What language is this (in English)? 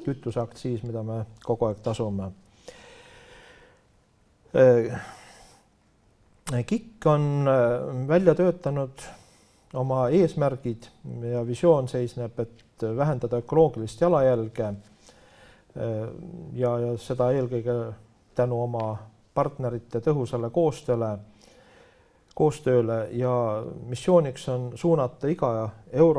Estonian